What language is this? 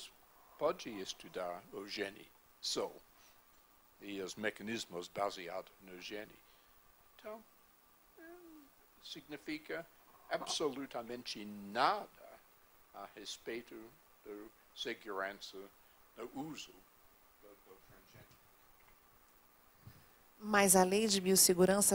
Portuguese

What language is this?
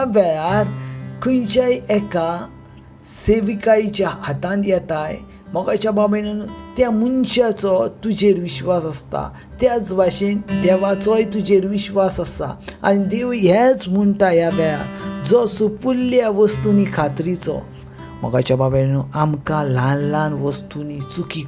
Konkani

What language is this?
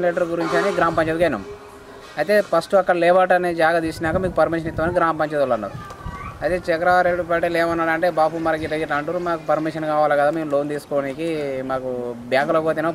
Telugu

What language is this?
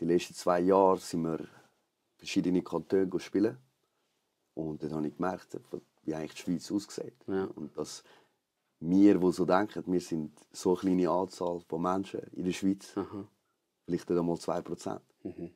Swiss German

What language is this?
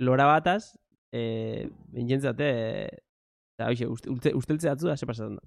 Basque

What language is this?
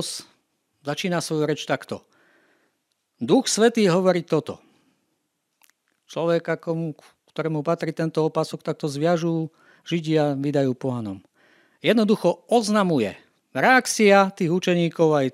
Slovak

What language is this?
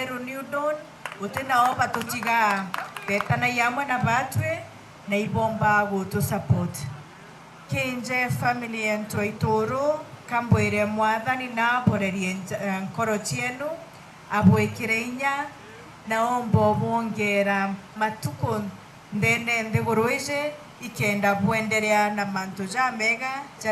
Meru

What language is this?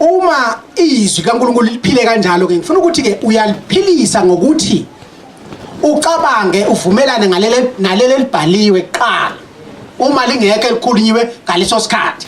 Zulu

